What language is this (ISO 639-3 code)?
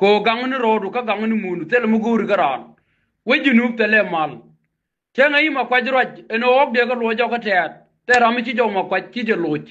nus